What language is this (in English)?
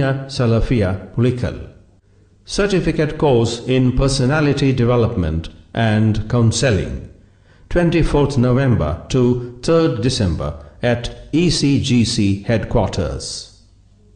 Malayalam